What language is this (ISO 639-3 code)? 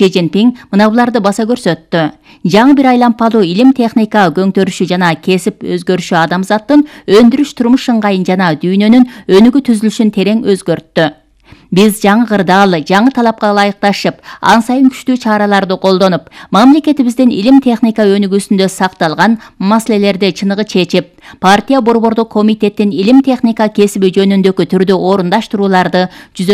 kir